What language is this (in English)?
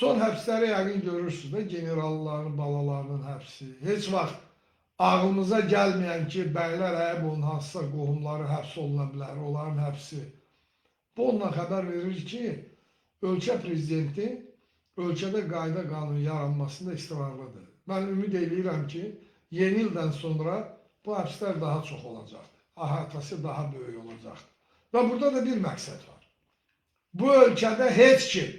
Azerbaijani